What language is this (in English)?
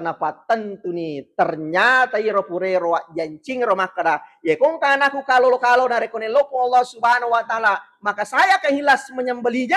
Buginese